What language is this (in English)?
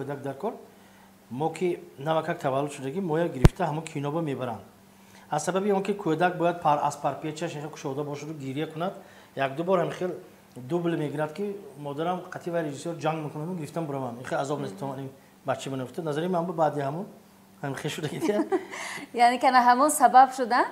Tajik